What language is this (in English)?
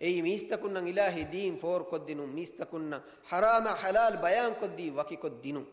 Divehi